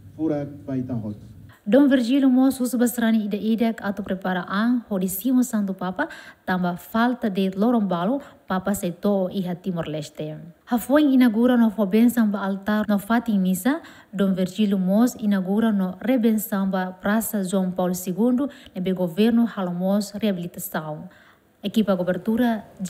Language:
Tetum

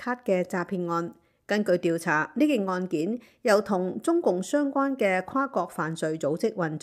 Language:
Cantonese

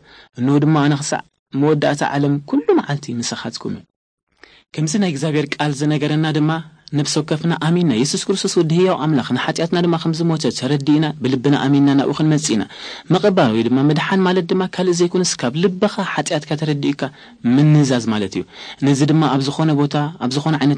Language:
Tigrinya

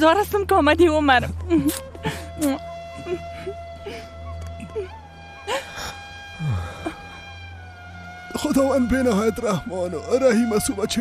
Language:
Persian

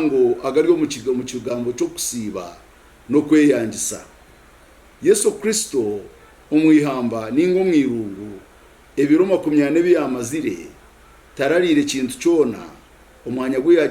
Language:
Nyankole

